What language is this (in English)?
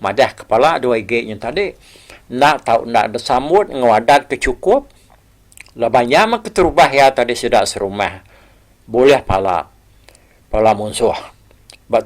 Iban